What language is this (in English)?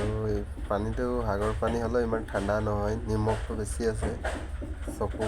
Assamese